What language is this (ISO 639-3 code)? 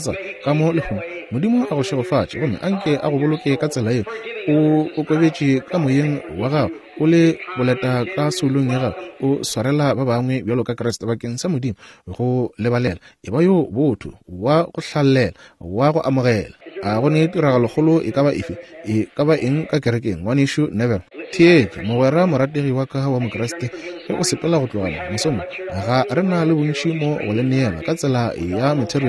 nso